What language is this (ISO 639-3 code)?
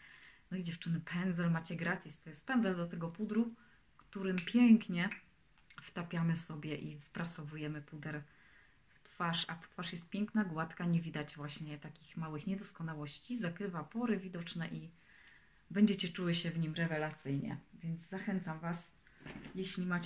pol